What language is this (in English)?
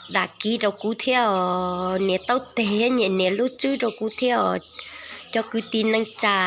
Hmong